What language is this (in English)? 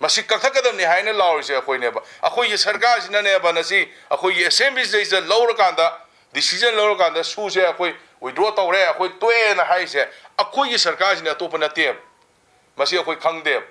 Manipuri